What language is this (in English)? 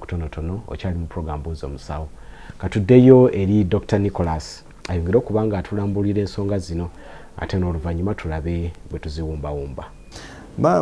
Ganda